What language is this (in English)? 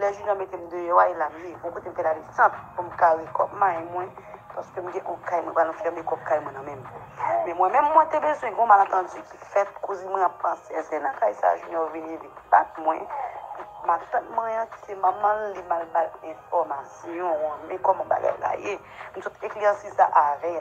Haitian Creole